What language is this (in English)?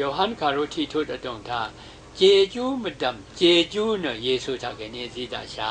Rawang